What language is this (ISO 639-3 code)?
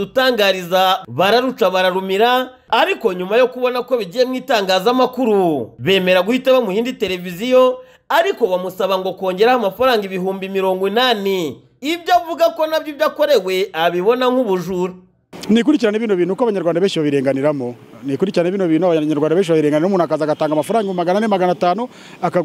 kin